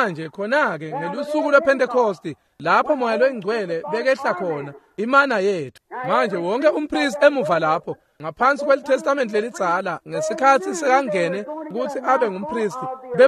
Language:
Swati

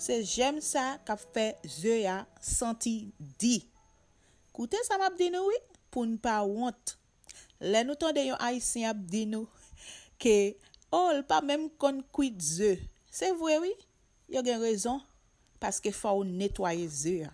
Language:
Haitian Creole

